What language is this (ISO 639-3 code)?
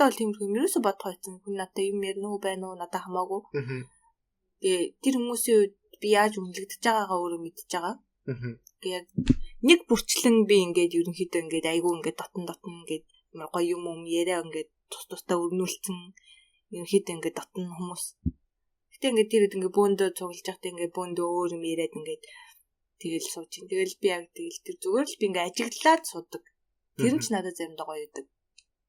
mon